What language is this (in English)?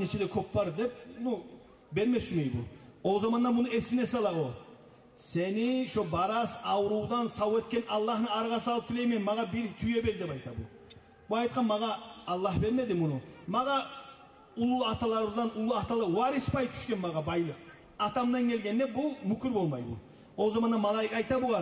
Kumyk